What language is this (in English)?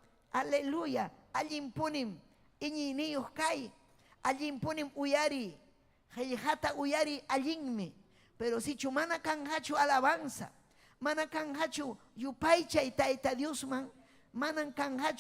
Ayacucho Quechua